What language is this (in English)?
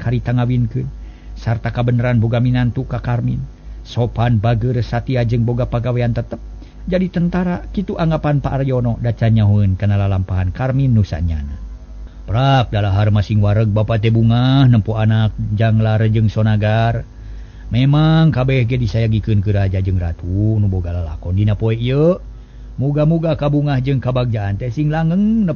Sundanese